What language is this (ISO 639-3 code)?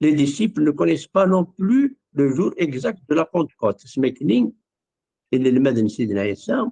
kab